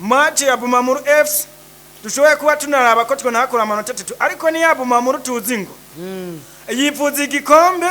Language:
Rundi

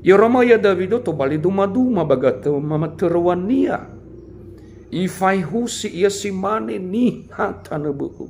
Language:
Nias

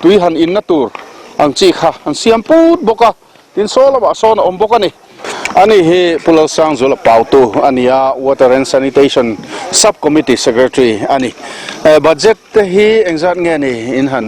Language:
Mizo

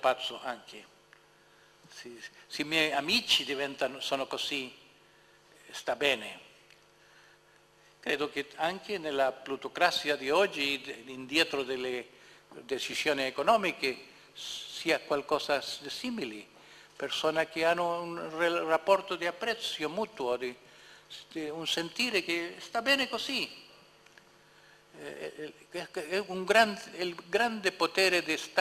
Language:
Italian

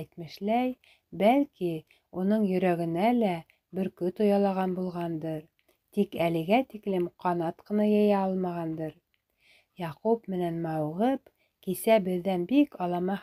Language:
Bashkir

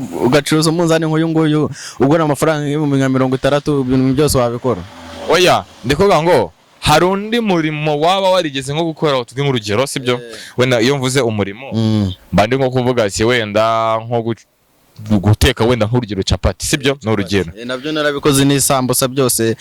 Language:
Kinyarwanda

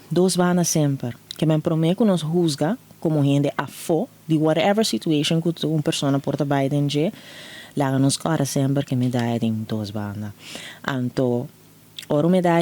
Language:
Papiamento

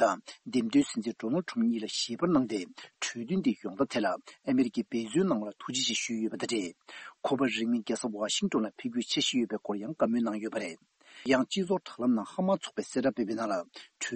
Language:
Tibetan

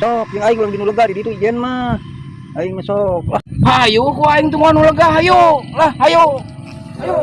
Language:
Sundanese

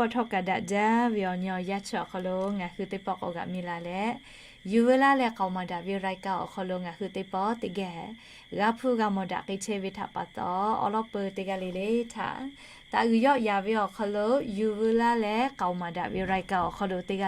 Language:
Lahu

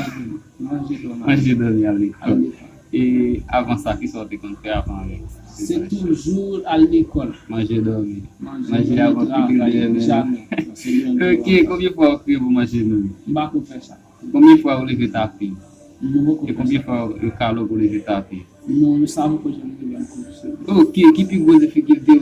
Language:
Haitian Creole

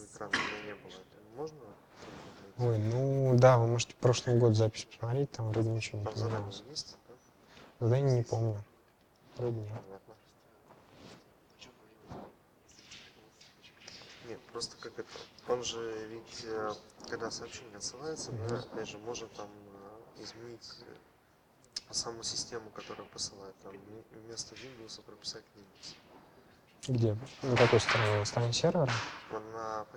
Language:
Russian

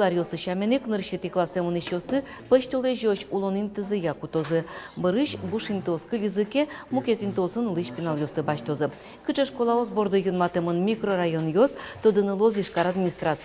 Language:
Udmurt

